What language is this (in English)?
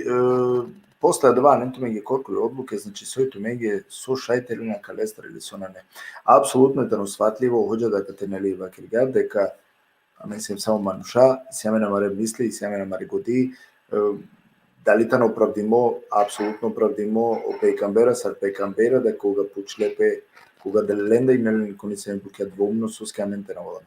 Balkan Romani